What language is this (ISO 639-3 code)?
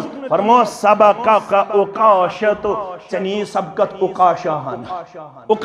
kas